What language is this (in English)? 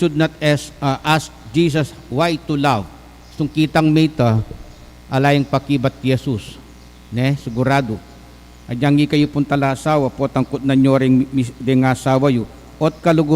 Pampanga